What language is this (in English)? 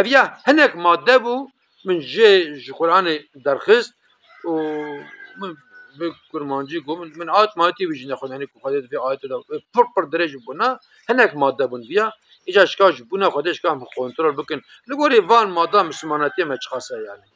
Kurdish